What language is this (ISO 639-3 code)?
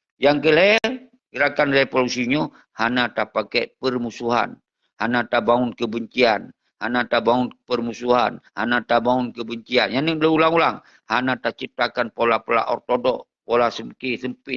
ace